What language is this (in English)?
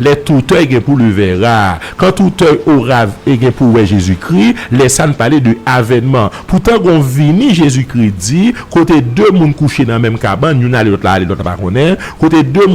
Haitian Creole